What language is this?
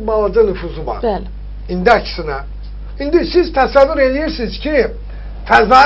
Azerbaijani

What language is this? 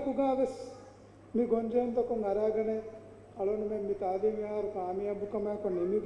Divehi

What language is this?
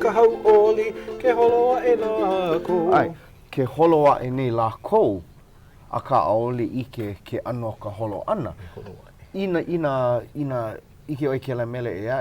Hawaiian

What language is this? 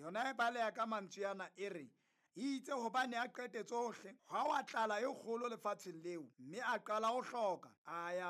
Southern Sotho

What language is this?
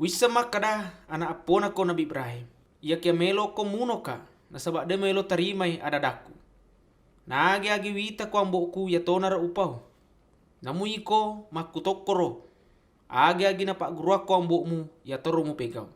Buginese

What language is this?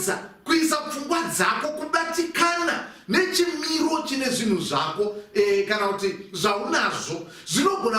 Shona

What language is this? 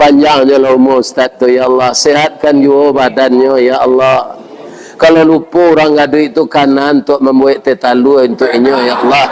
Minangkabau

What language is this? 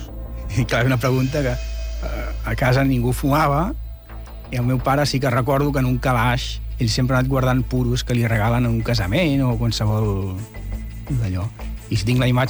Catalan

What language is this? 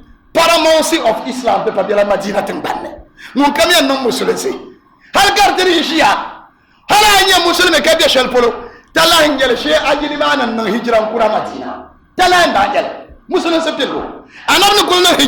Dagbani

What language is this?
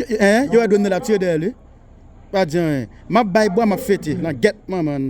Haitian Creole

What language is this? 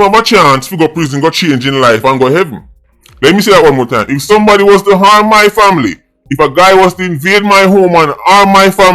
Jamaican Creole English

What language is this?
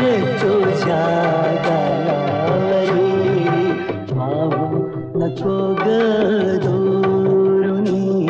Marathi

